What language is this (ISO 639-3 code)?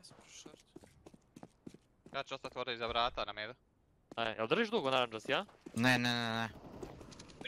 hrv